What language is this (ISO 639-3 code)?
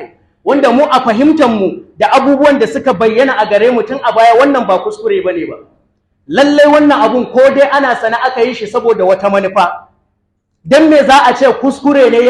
hau